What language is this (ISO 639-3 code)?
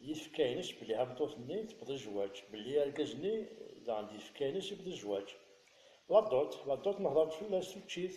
kab